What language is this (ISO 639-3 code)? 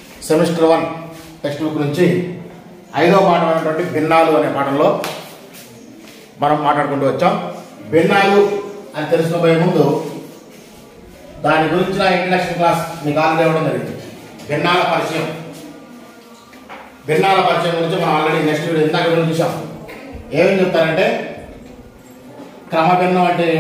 tel